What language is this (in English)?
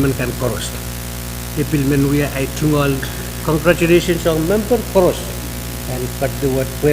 Pohnpeian